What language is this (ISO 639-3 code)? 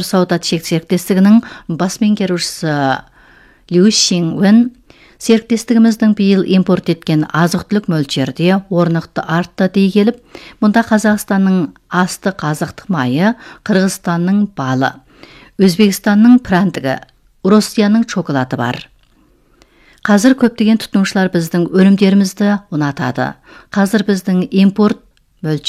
kaz